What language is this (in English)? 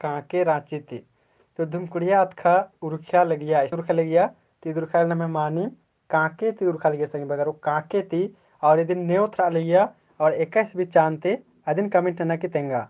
Kurukh